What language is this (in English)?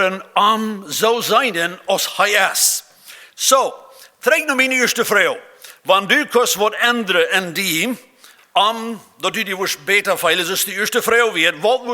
Plautdietsch